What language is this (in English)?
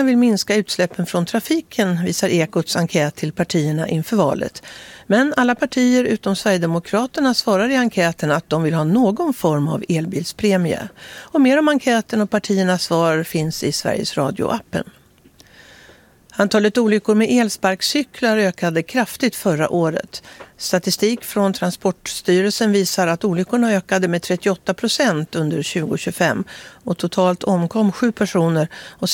Swedish